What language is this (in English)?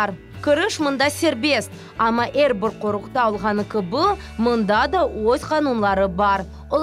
Crimean Tatar